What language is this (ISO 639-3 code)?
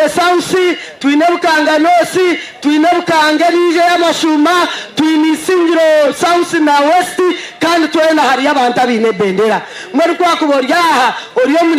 nyn